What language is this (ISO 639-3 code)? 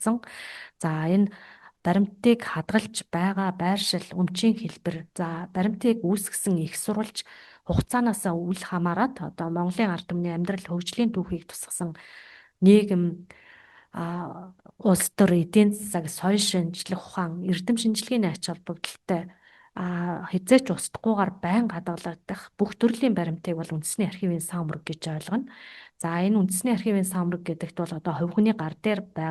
mon